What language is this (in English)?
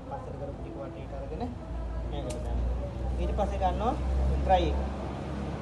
Sinhala